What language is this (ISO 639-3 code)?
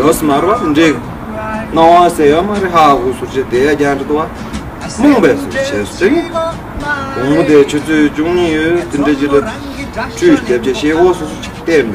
bod